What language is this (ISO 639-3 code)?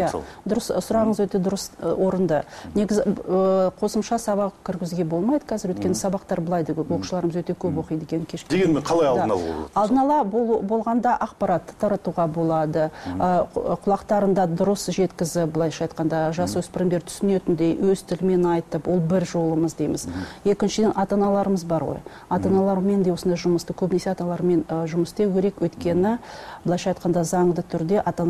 kaz